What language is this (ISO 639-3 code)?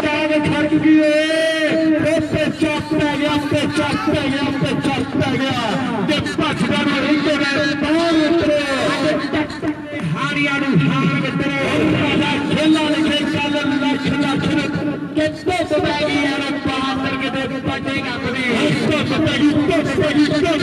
pan